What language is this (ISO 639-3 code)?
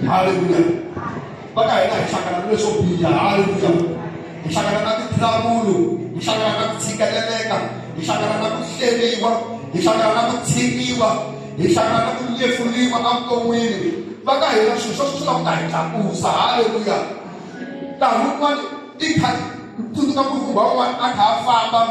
tso